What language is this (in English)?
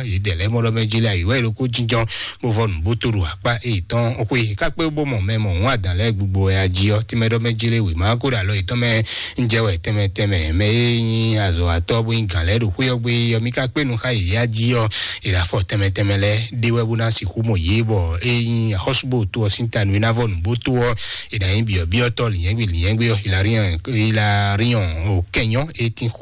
Fon